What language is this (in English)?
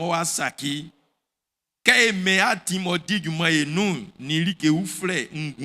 Baoulé